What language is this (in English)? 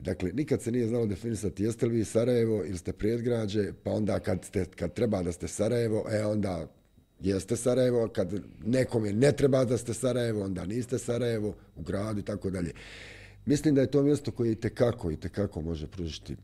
Bosnian